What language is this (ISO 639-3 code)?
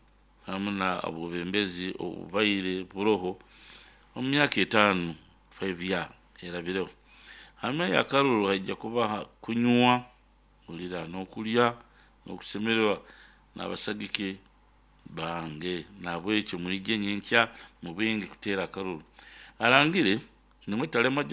nyn